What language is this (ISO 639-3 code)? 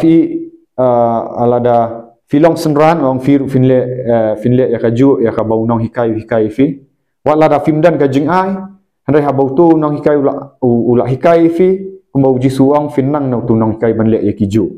kha